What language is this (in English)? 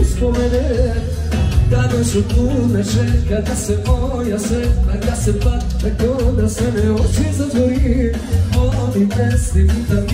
Croatian